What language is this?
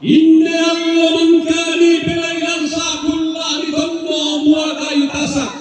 Toraja-Sa'dan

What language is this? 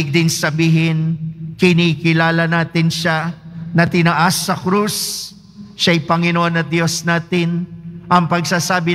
Filipino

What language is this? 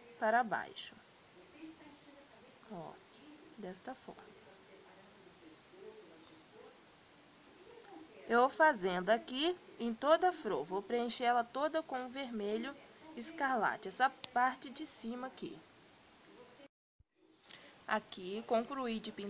Portuguese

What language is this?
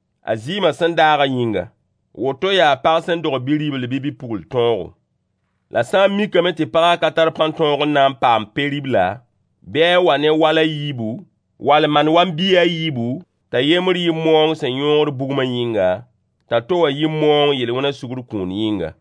Mossi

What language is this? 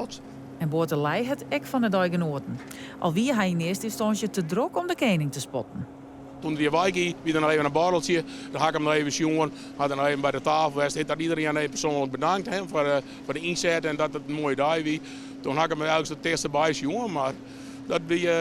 Western Frisian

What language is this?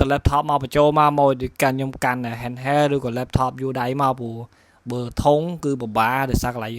Khmer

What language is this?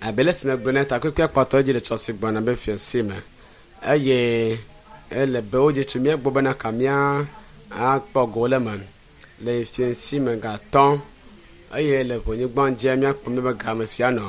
Ewe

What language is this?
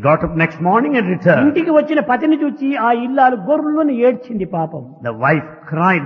Telugu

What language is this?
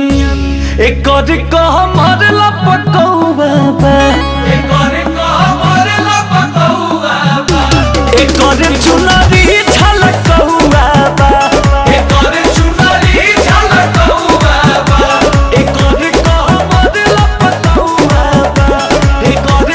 Bhojpuri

